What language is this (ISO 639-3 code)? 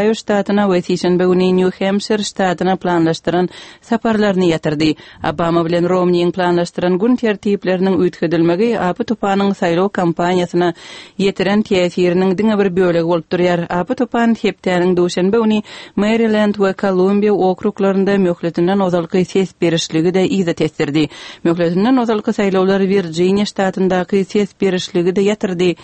tuk